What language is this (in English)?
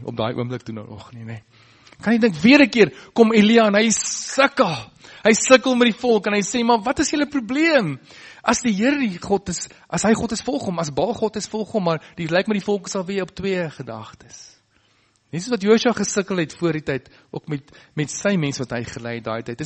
Afrikaans